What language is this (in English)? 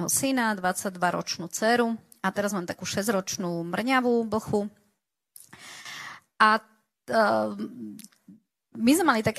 Slovak